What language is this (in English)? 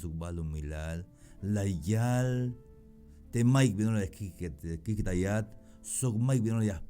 Tzeltal